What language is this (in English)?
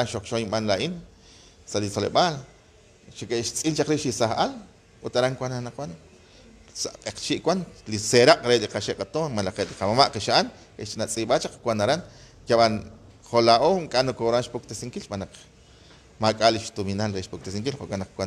Kekchí